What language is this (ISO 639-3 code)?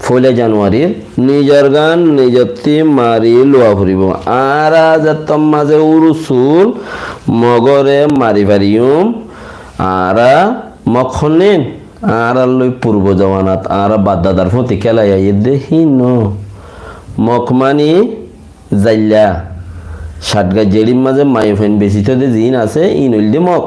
rhg